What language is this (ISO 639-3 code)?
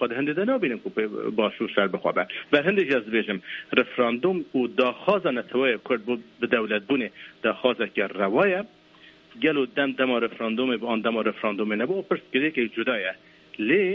kur